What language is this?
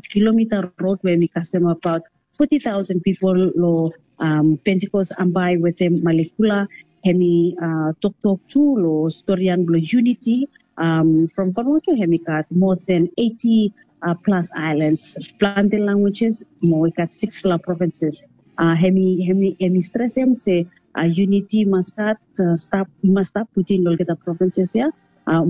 Bislama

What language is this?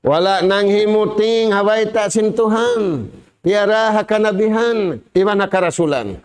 Tausug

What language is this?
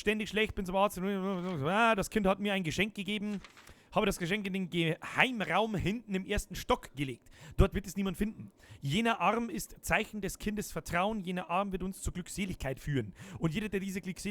Bavarian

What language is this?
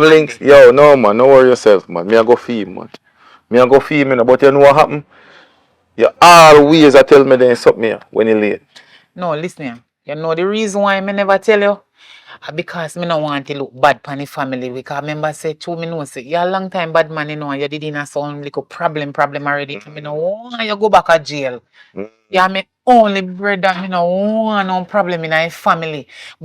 Jamaican Creole English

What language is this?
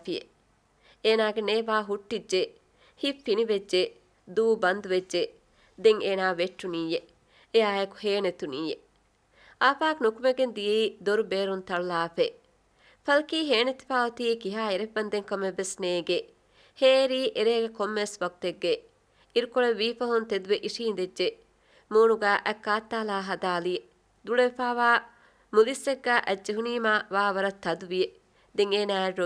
Divehi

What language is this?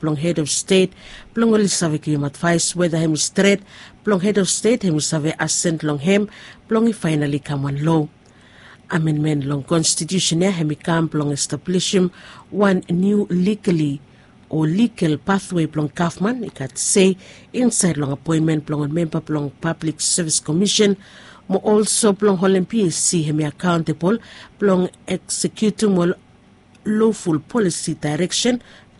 Bislama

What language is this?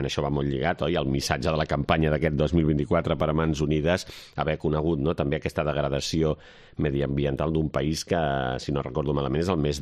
Catalan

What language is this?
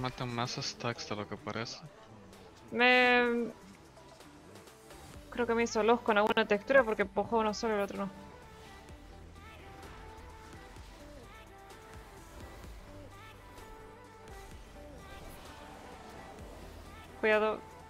Spanish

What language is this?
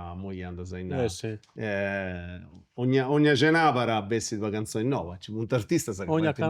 Sardinian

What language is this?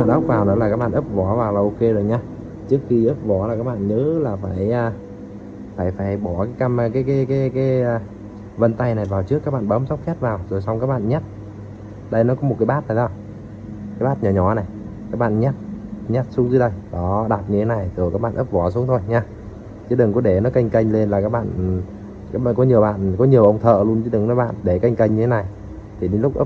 Vietnamese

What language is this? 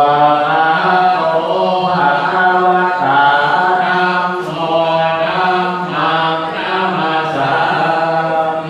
Pali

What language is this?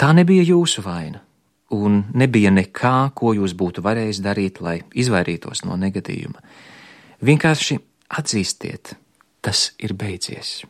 Latvian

